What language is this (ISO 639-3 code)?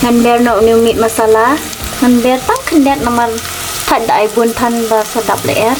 kha